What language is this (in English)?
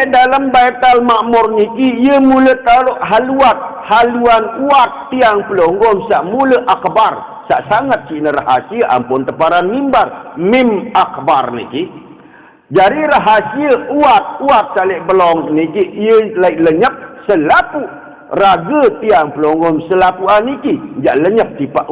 Sasak